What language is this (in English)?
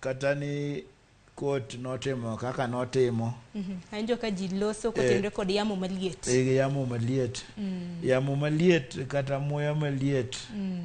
Luo (Kenya and Tanzania)